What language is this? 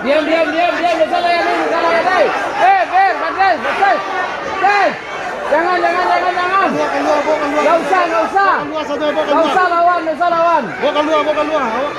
Minangkabau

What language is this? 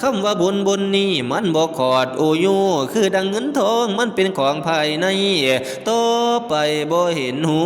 Lao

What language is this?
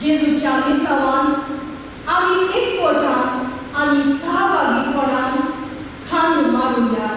Konkani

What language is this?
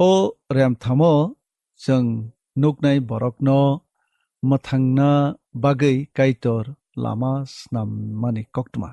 Kok Borok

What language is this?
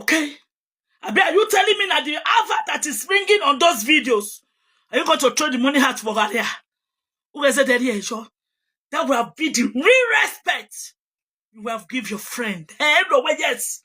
Nigerian Pidgin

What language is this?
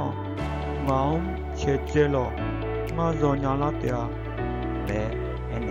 Akha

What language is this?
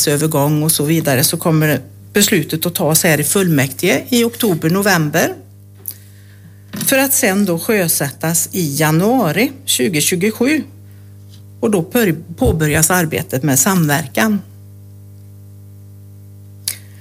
Swedish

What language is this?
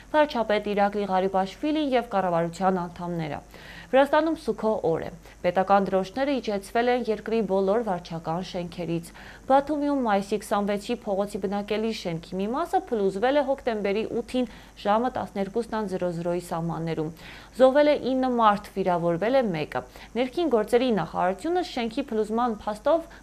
Armenian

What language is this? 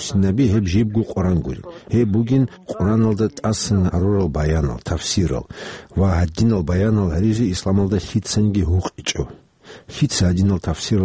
Avaric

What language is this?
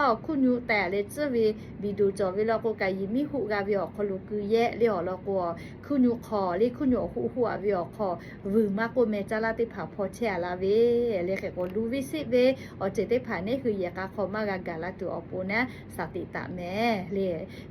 Lahu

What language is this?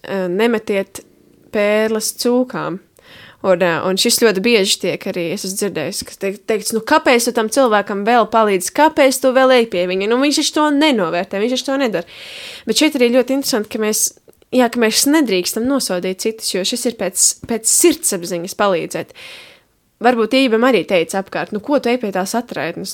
Latvian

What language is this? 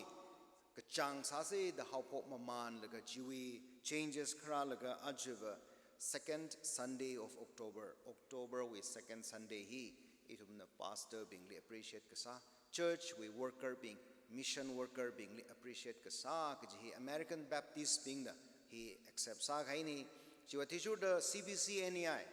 Tangkhul Naga (India)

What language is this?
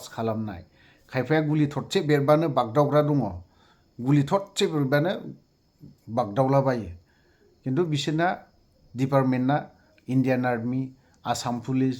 Bodo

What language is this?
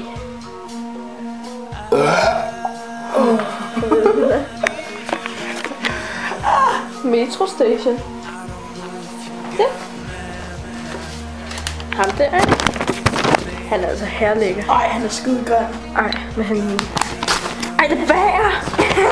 Danish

